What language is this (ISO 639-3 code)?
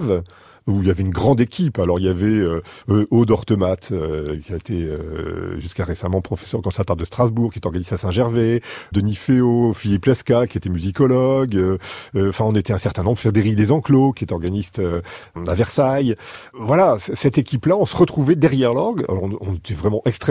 fra